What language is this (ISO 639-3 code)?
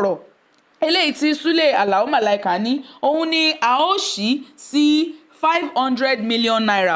yor